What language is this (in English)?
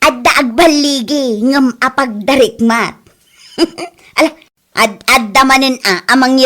Iloko